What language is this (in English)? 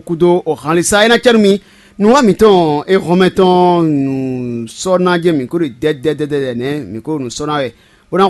Fon